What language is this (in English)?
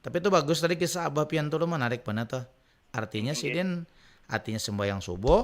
Banjar